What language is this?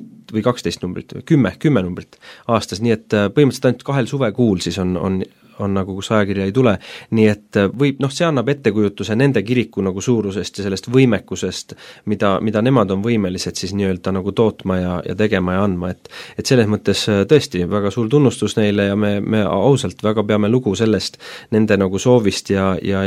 Estonian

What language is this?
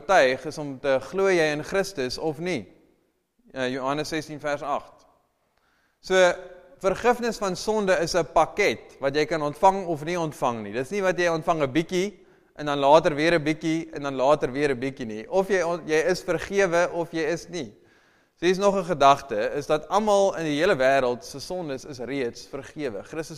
Afrikaans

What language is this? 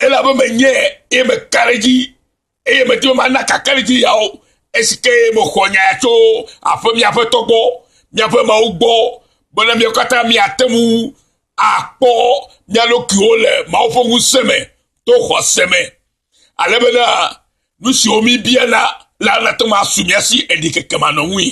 Ewe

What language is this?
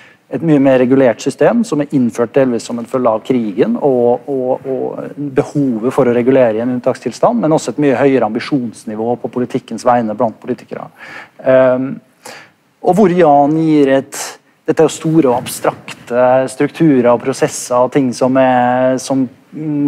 Norwegian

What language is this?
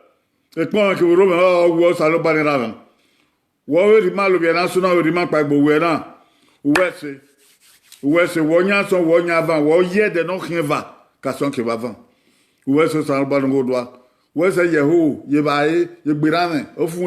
Bini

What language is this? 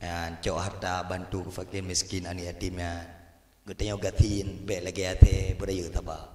Achinese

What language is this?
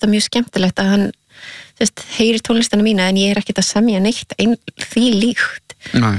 Icelandic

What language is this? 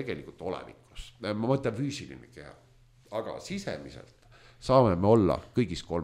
Estonian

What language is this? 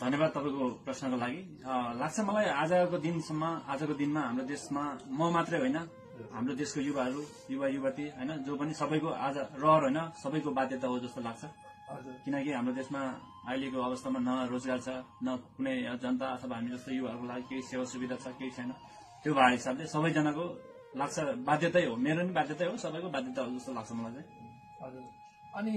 Nepali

